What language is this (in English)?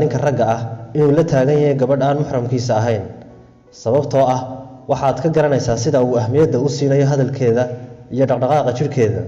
Somali